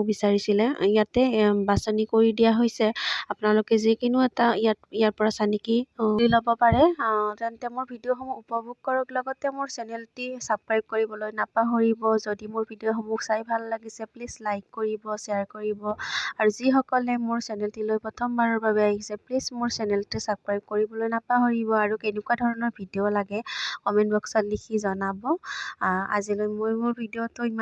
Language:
Assamese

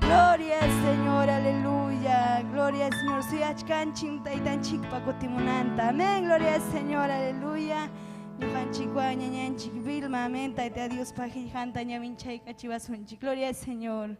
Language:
Ayacucho Quechua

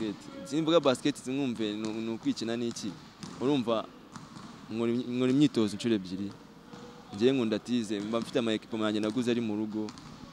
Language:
Kinyarwanda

